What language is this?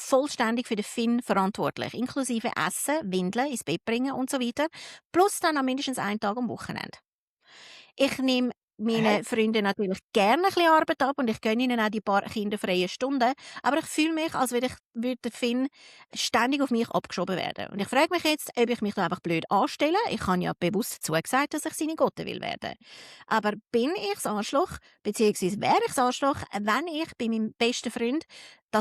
Swiss German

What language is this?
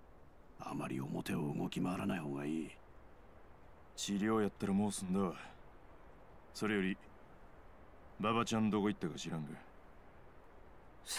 Japanese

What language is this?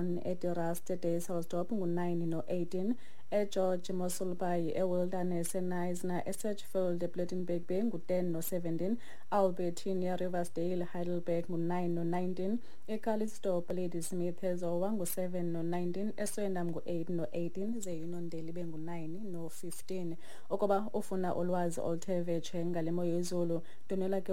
Xhosa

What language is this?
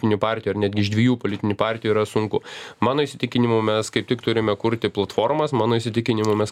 Lithuanian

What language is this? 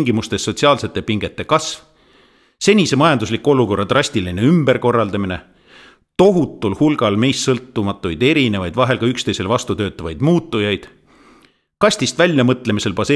Estonian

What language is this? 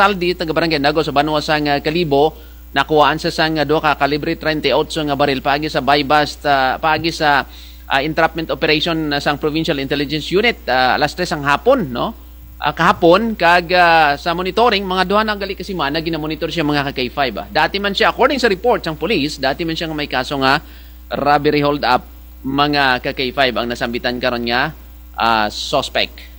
Kinaray-a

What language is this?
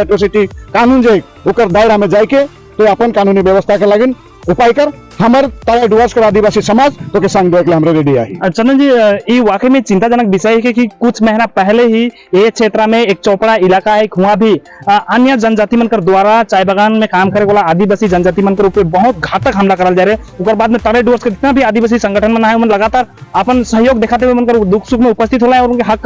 Sadri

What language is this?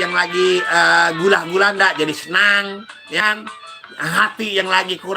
Betawi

